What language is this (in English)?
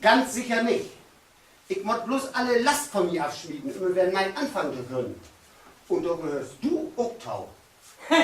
Low German